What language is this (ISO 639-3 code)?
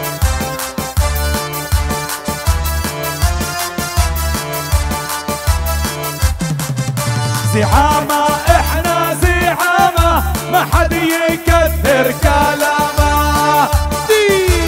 ajp